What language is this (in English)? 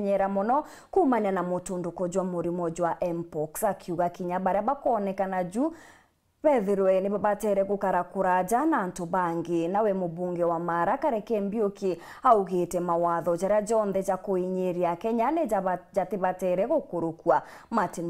Meru